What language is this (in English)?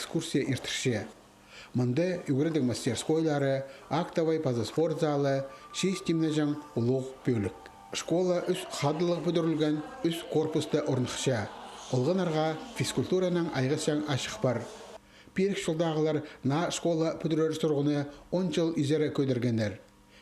Khakas